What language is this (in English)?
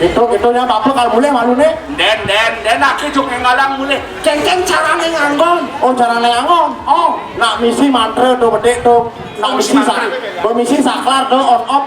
Balinese